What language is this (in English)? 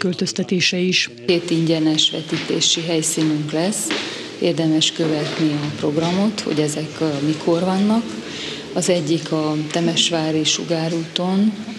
Hungarian